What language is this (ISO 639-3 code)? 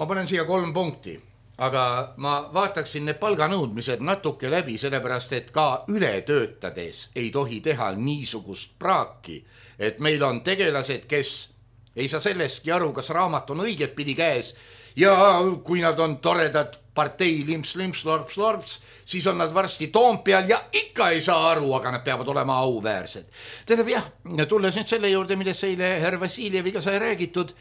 est